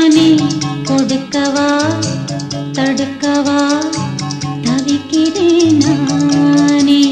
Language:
Tamil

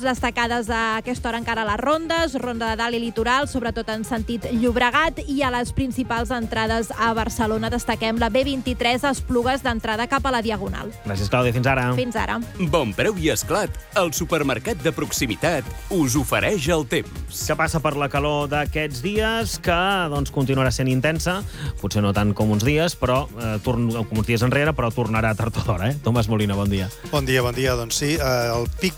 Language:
Catalan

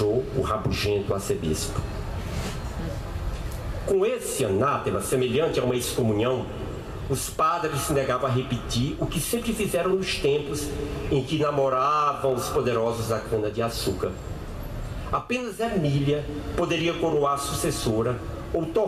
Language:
Portuguese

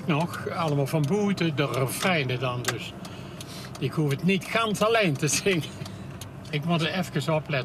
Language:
Limburgish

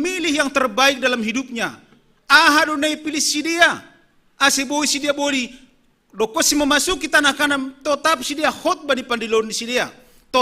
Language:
Batak Simalungun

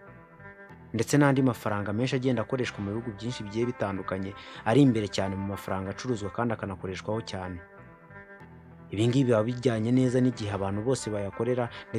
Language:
Kinyarwanda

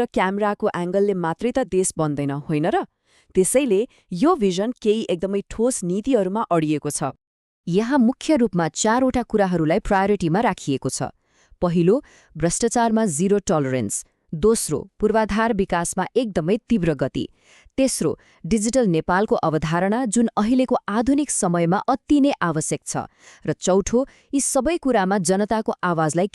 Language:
Nepali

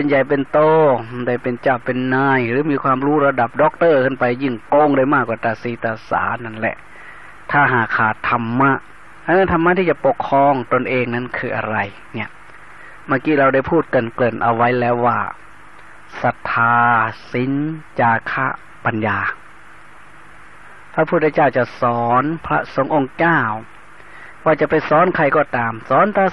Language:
Thai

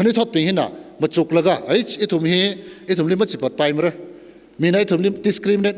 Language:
Tangkhul Naga (India)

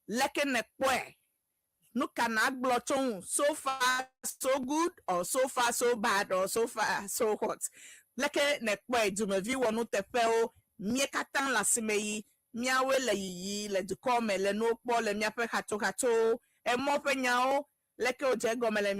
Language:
Ewe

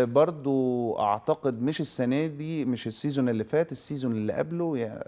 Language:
Egyptian Arabic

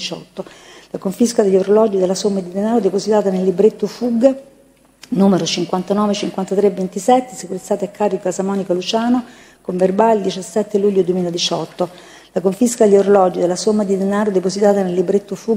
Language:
Italian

